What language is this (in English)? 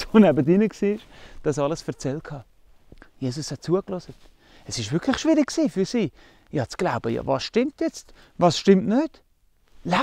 Swiss German